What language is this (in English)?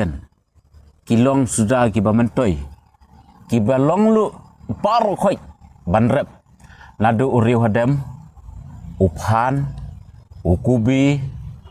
Khasi